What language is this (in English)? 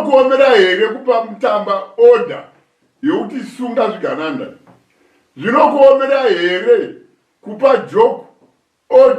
Shona